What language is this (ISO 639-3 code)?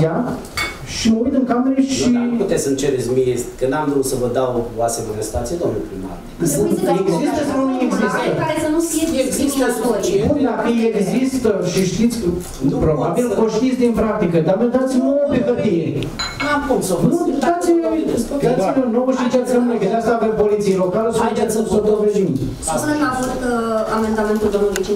ron